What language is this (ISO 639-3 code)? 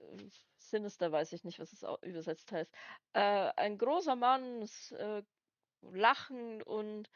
bar